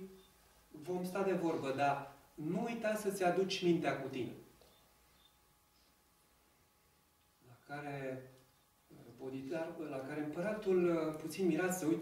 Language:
Romanian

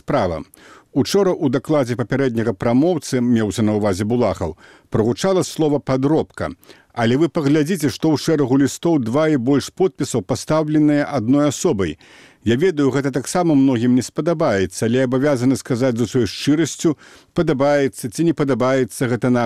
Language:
Belarusian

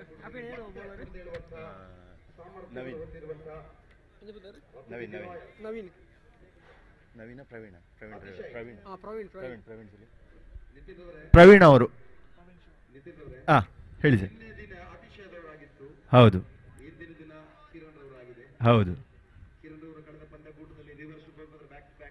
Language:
Kannada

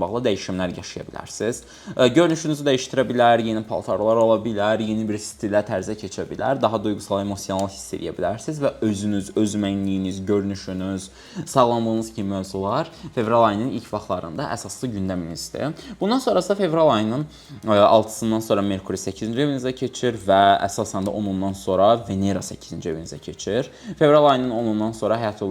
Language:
Azerbaijani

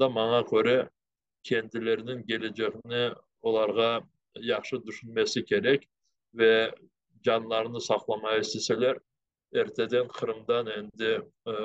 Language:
Crimean Tatar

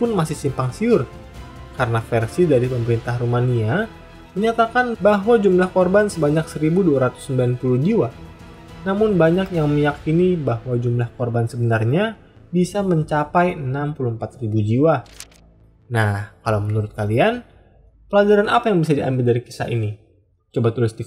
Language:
Indonesian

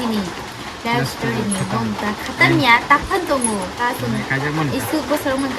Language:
Kok Borok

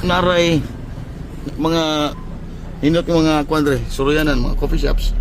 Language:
Cebuano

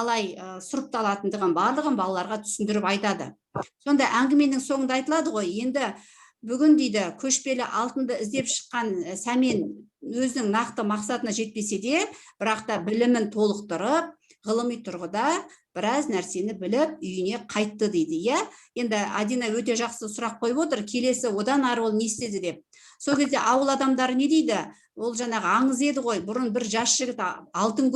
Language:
Kazakh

